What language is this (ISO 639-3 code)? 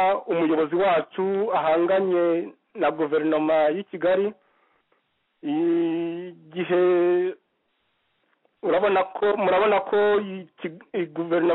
kin